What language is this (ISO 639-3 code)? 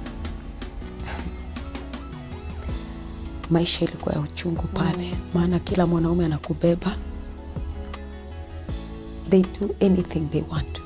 swa